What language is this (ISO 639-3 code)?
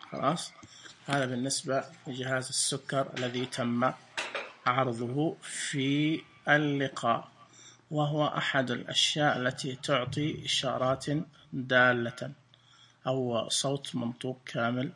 ars